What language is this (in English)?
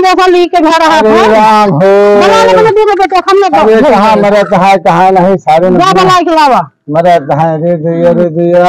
Awadhi